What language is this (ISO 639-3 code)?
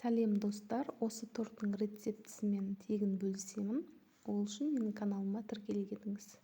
kaz